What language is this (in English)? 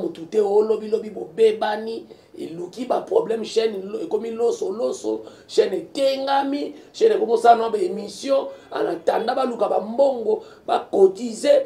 Lingala